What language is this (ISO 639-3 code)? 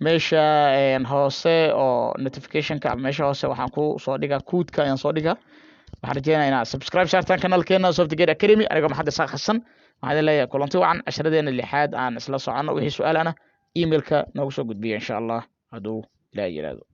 som